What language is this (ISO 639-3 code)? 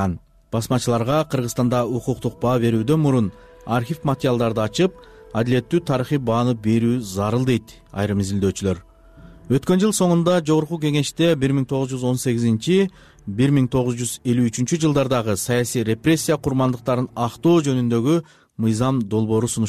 kir